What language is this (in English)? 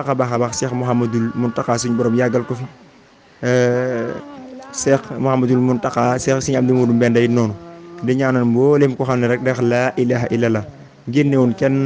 Wolof